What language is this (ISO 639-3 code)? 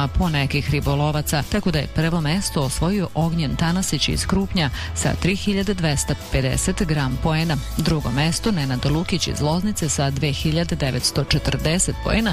srp